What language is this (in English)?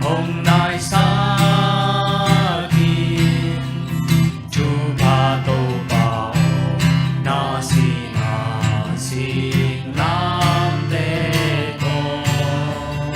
Tedim Chin